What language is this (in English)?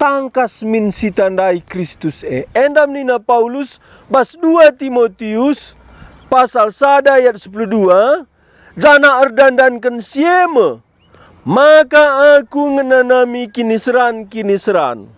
Batak Karo